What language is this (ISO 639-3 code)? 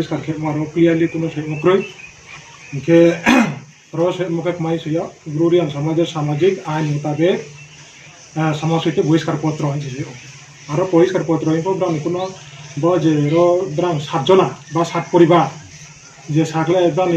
ria